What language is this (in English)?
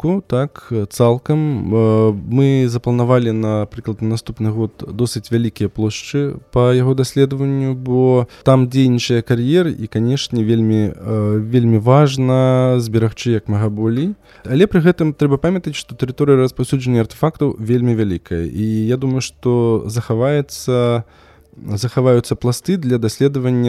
Belarusian